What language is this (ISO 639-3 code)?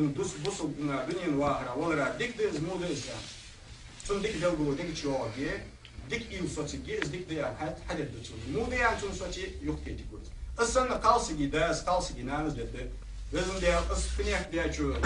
inh